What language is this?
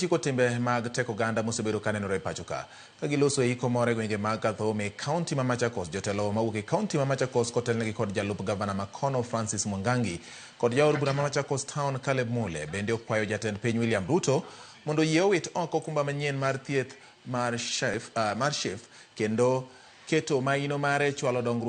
Luo (Kenya and Tanzania)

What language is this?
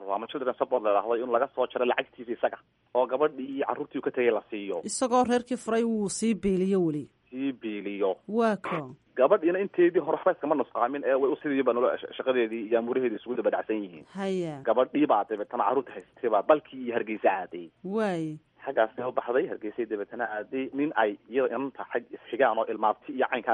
Somali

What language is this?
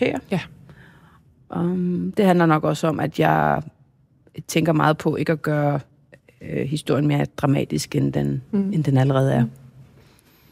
Danish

